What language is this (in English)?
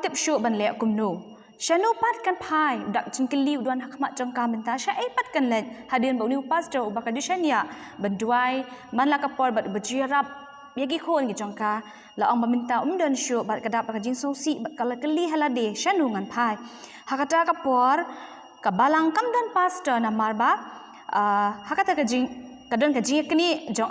Khasi